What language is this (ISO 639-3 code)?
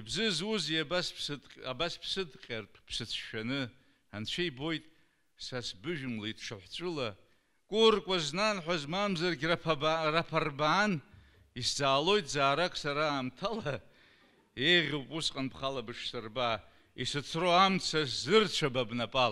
abk